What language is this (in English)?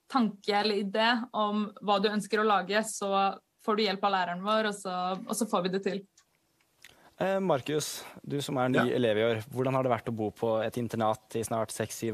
Norwegian